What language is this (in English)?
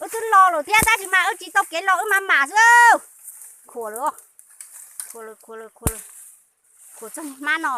Hmong